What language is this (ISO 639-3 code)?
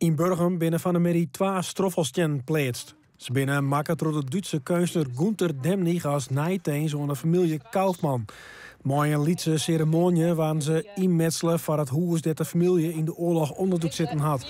fry